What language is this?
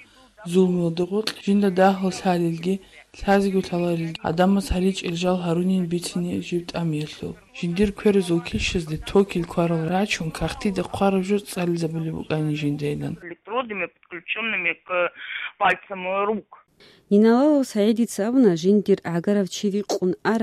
Avaric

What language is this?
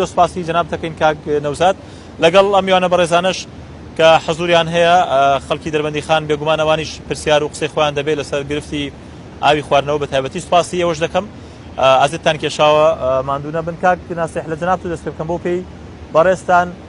Central Kurdish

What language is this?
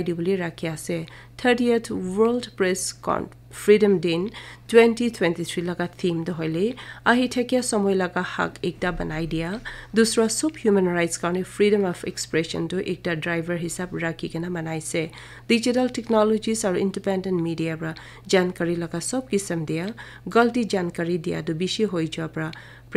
Naga Pidgin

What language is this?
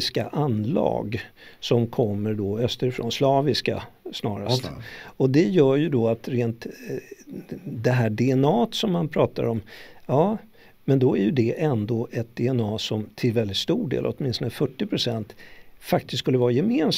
Swedish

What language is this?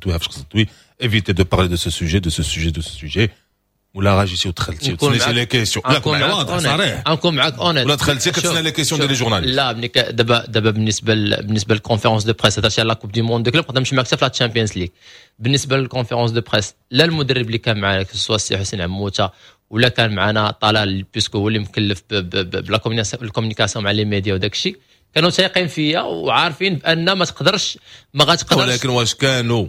Moroccan Arabic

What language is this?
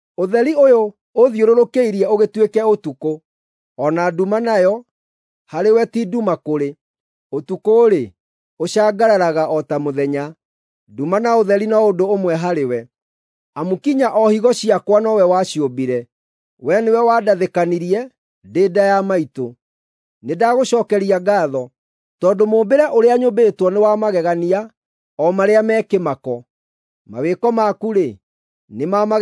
Kikuyu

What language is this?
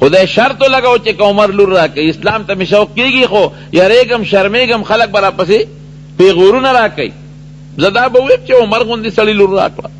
Pashto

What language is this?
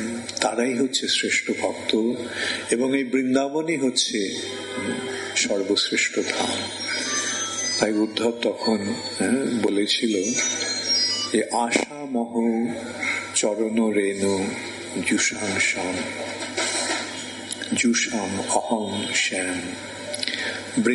Bangla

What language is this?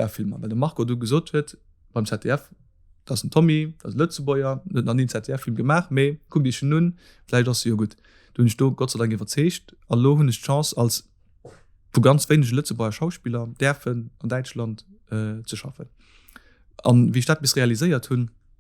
Luxembourgish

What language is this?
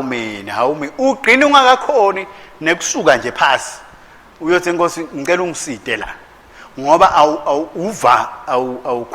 Swati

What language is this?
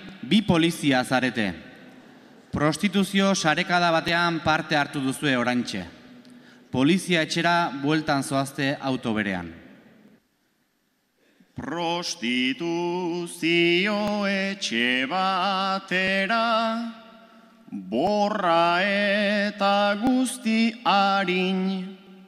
Basque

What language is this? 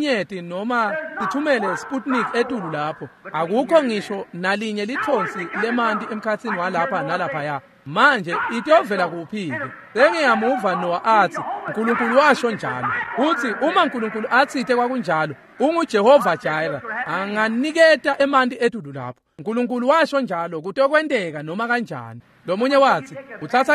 Swati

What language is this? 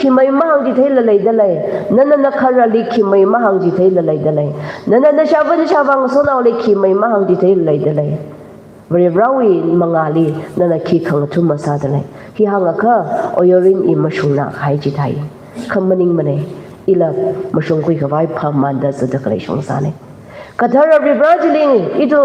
Tangkhul Naga (India)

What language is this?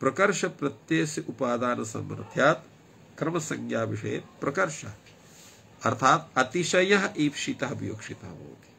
Sanskrit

